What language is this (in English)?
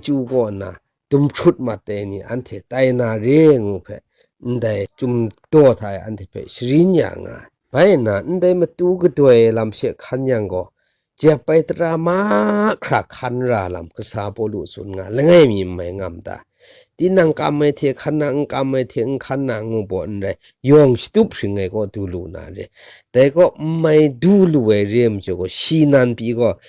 Kachin